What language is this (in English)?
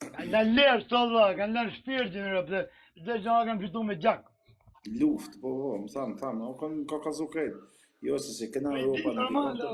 Albanian